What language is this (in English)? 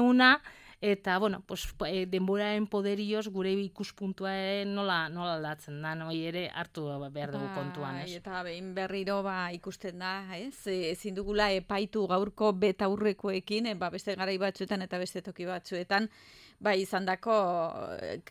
Basque